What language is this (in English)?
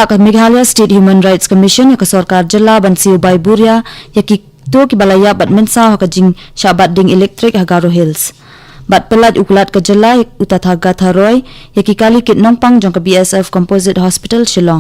Khasi